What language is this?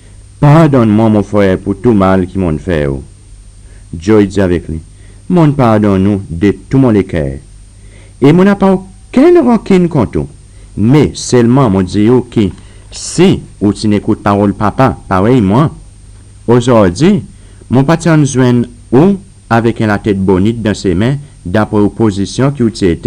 Seselwa Creole French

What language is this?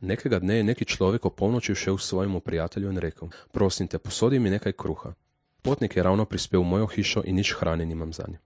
Slovenian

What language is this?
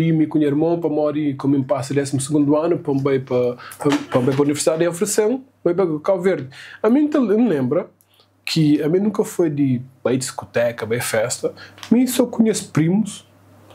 Kabuverdianu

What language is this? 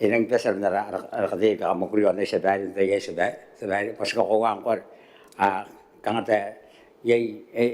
Gilbertese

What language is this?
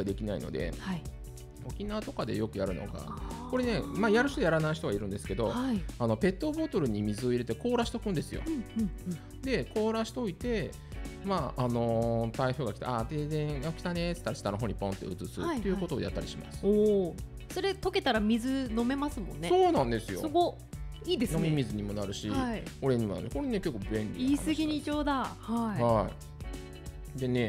Japanese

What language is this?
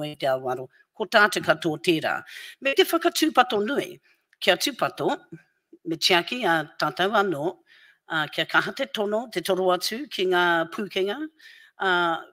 Māori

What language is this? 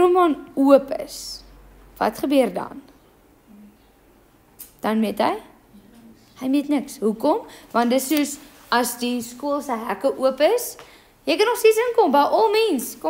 Afrikaans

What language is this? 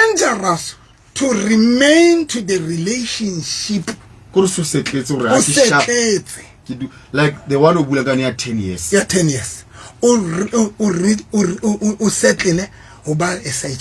Southern Sotho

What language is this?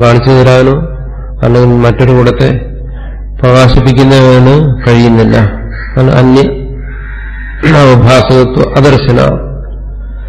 Malayalam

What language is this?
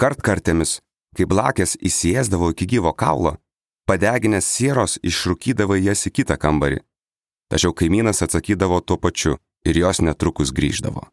Lithuanian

